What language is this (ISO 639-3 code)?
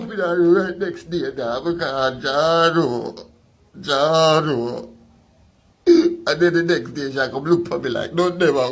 jam